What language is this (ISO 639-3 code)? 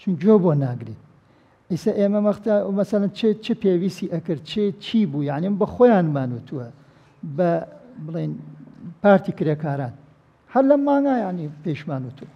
ckb